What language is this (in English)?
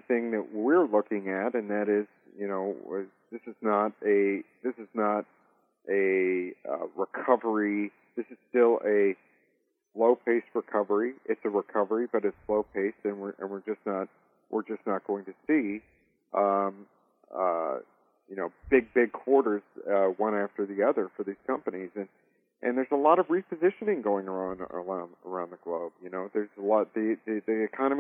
English